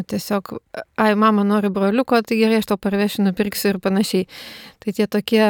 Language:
Lithuanian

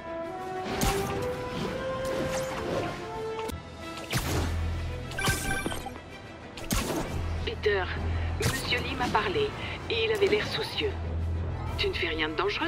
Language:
French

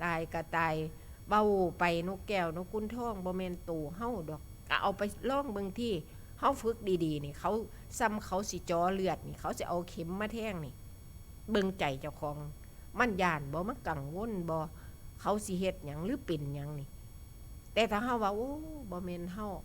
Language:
Northeastern Thai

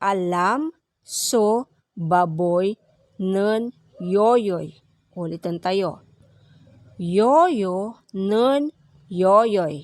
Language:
Pangasinan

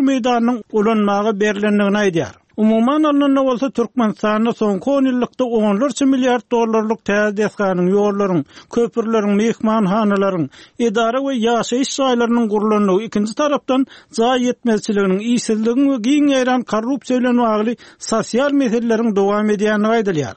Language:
Turkmen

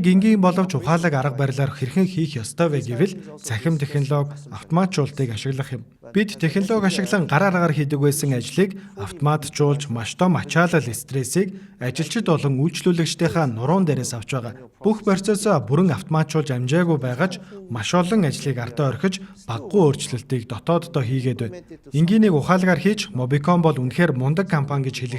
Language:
Mongolian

